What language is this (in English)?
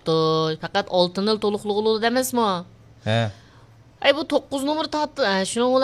Uyghur